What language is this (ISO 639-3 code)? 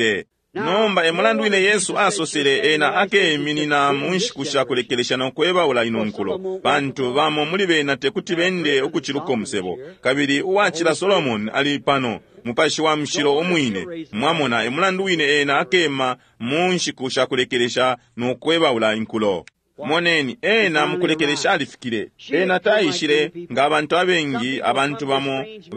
bem